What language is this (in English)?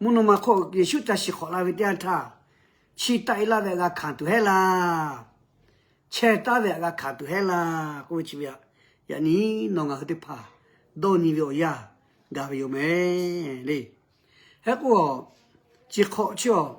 Lahu